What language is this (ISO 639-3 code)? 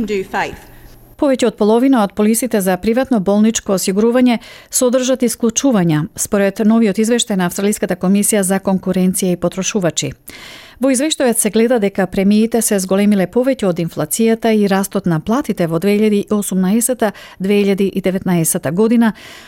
mkd